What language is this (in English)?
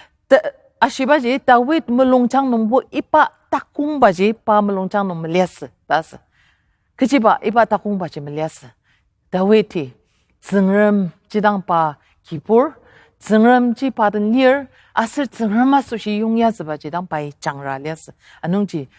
Ao Naga